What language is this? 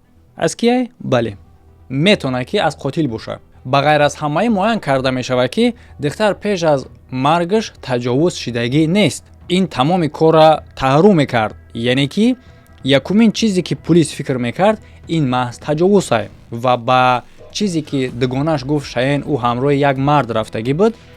Tajik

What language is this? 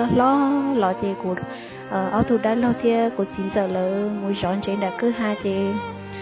Hmong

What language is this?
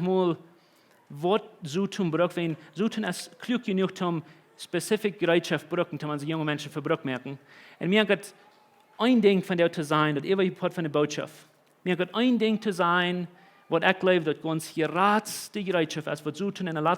Plautdietsch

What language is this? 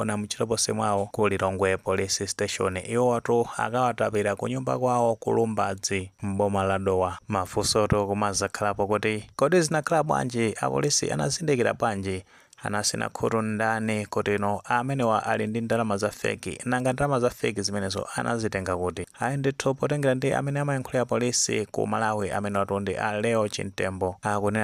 Nyanja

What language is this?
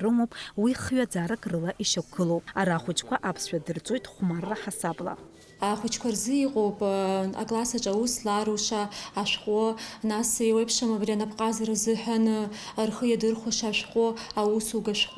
Abkhazian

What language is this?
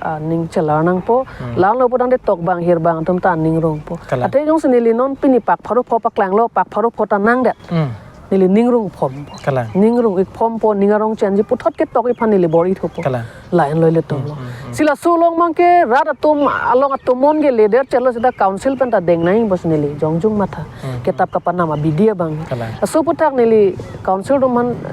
Karbi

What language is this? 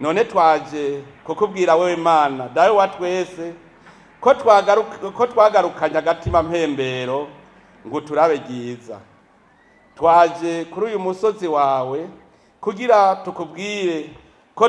Rundi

